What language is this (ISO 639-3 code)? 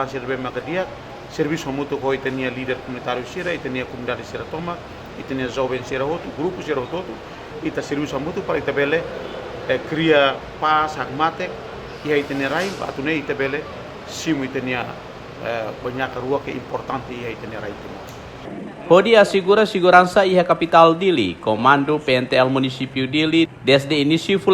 tet